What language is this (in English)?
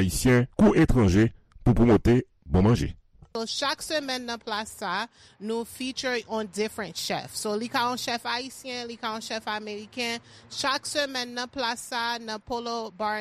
Haitian Creole